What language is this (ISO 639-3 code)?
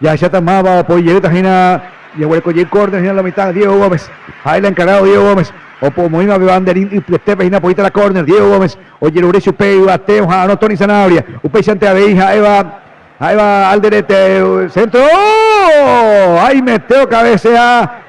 grn